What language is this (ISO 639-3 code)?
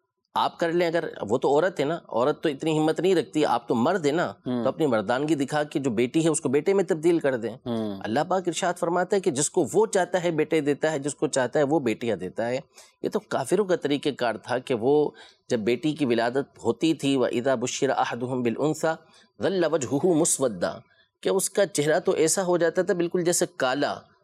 urd